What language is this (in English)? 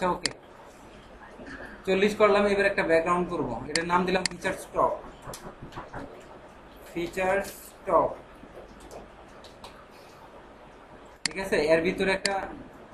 Bangla